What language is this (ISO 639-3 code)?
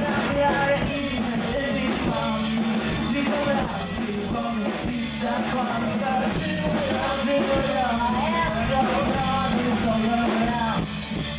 swe